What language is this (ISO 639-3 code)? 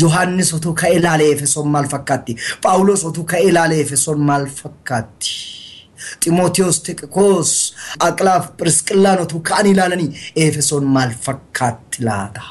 orm